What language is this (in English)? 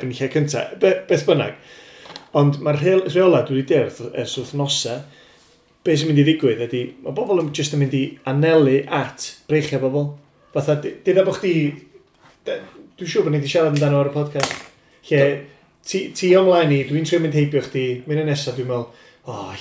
Welsh